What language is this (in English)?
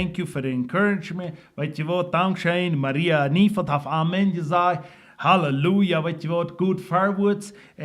Plautdietsch